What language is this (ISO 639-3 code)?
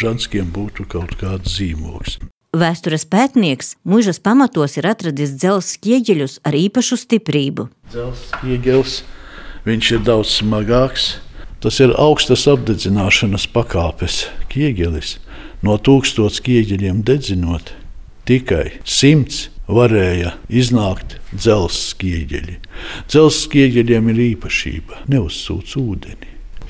lav